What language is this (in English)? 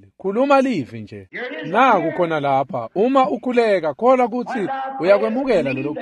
Swati